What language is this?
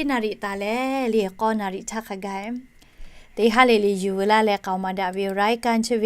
Lahu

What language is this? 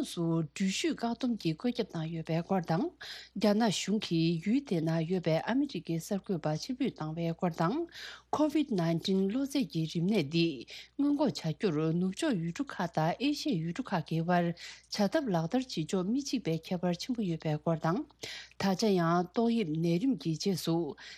Tibetan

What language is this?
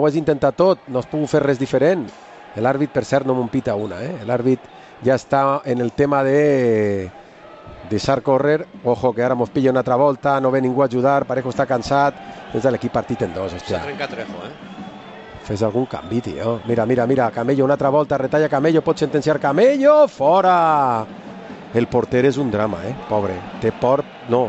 Catalan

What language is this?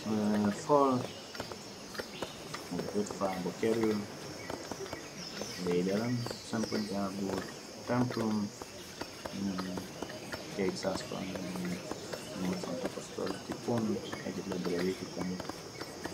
Hungarian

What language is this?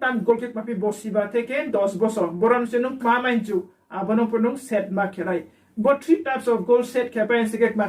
Riang (India)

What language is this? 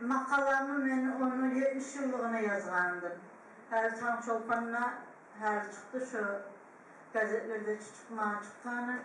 Kumyk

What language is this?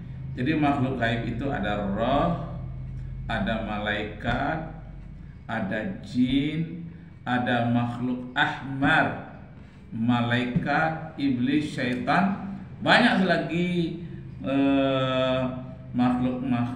Indonesian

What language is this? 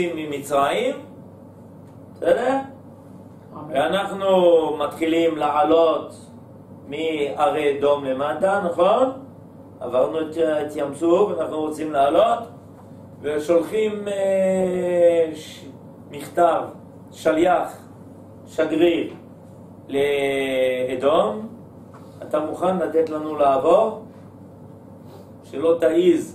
Hebrew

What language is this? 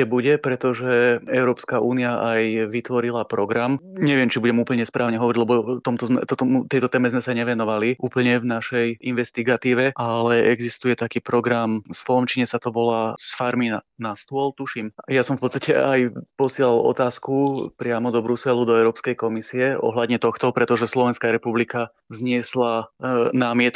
Slovak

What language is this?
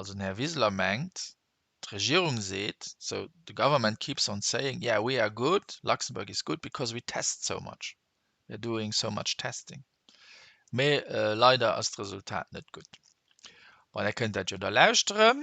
Luxembourgish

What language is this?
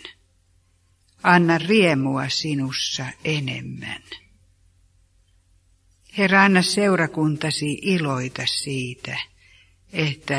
Finnish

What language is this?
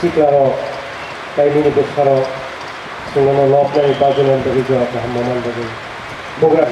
Kok Borok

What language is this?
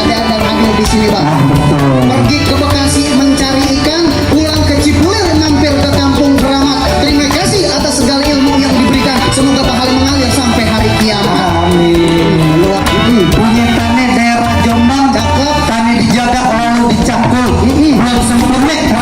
Betawi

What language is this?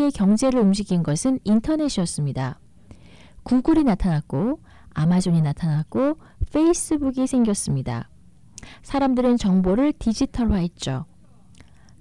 Korean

